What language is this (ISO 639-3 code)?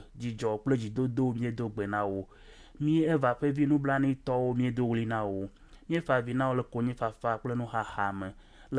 ewe